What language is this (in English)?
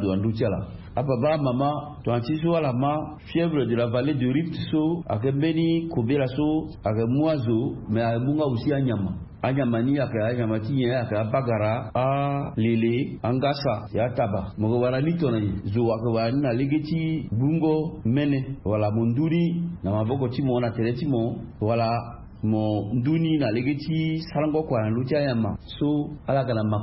Sango